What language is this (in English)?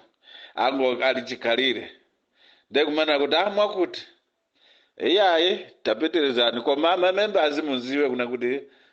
Nyanja